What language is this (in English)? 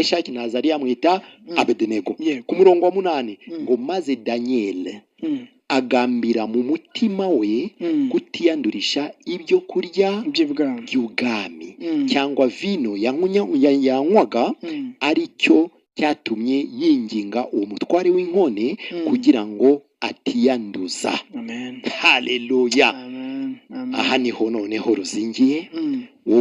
Kinyarwanda